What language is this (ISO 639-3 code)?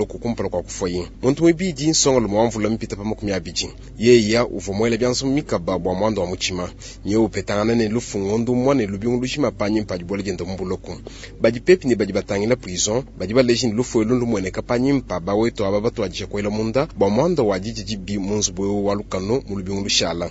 lua